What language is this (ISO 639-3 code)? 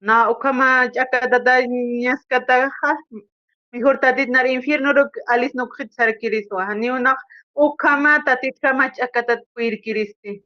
aym